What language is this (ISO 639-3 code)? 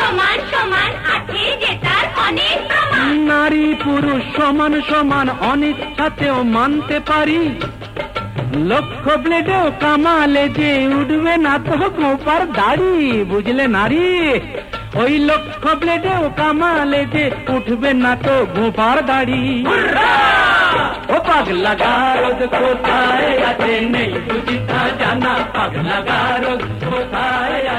ben